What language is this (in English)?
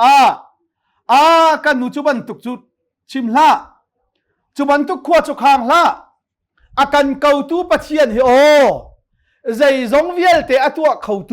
Hakha Chin